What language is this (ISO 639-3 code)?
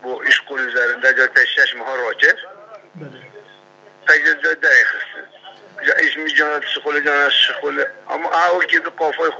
kur